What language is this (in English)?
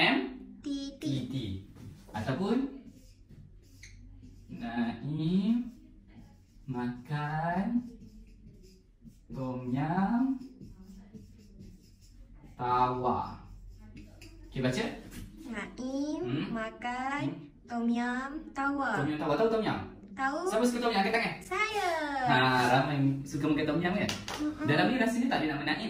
Malay